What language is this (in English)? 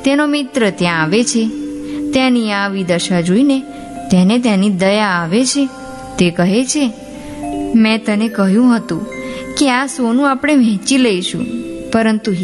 Gujarati